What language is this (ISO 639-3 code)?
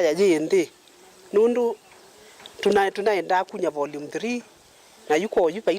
kam